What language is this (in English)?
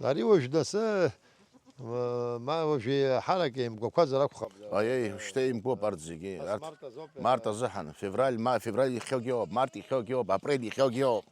Abkhazian